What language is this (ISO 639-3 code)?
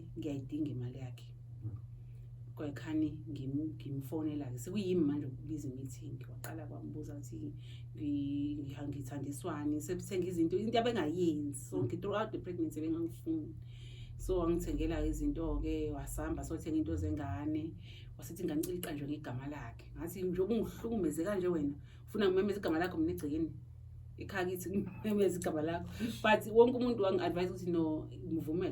zul